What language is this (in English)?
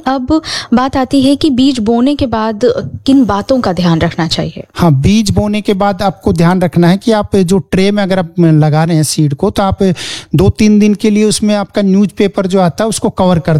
Hindi